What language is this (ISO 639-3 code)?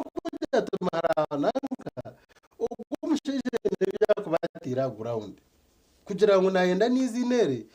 nyn